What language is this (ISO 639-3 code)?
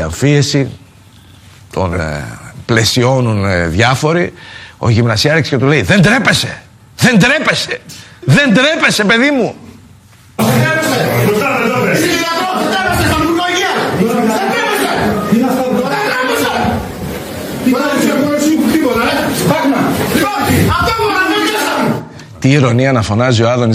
ell